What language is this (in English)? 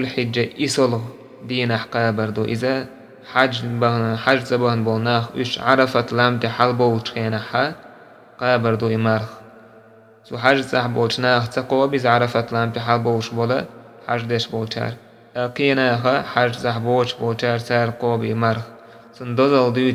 Chechen